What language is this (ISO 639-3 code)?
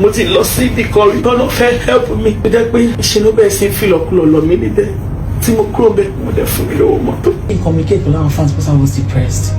yor